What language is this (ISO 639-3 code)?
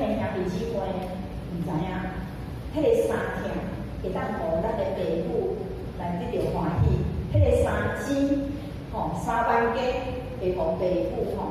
nan